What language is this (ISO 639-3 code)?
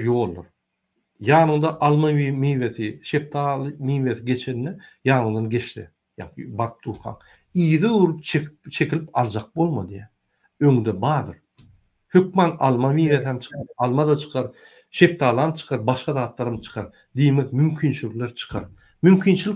tuk